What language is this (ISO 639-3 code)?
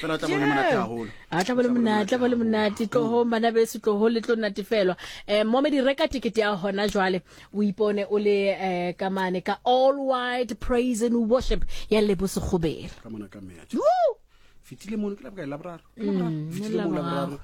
sot